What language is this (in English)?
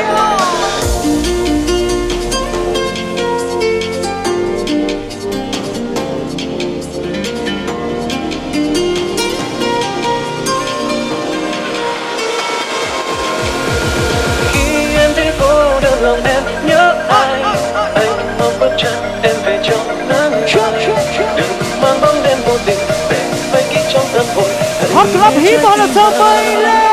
Vietnamese